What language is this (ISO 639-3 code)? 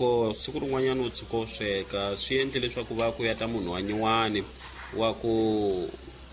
tso